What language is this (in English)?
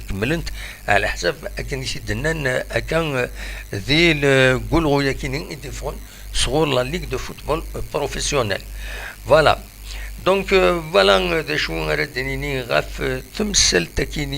Kabyle